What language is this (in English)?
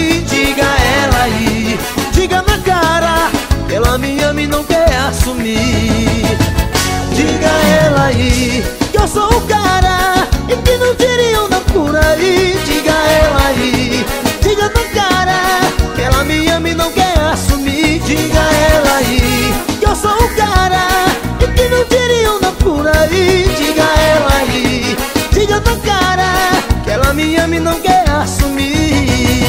Portuguese